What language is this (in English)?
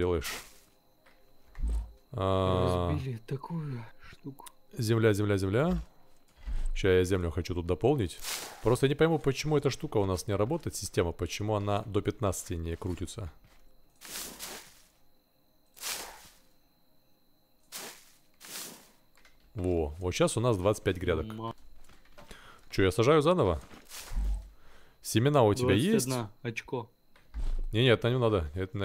Russian